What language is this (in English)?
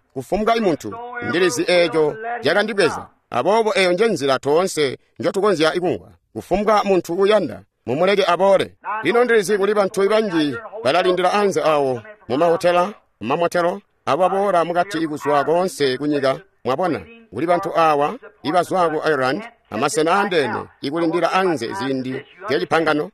Tonga (Zambia)